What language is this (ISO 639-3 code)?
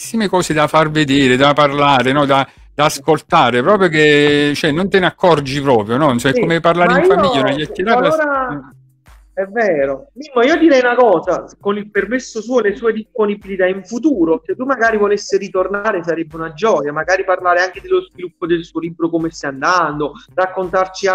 ita